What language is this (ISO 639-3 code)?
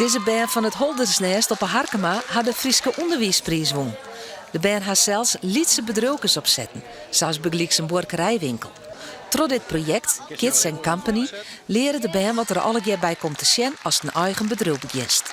fry